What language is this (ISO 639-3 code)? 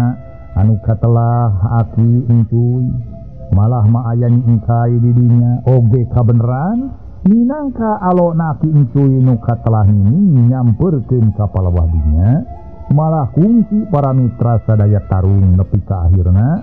sun